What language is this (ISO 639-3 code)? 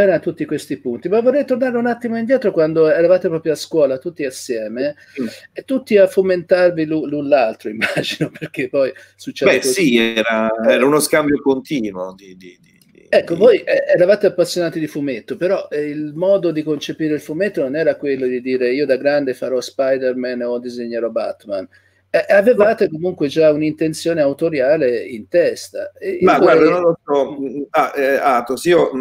ita